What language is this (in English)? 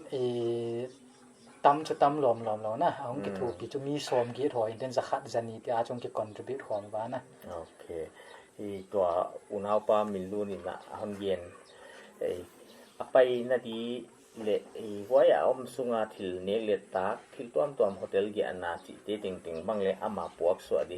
Paite Chin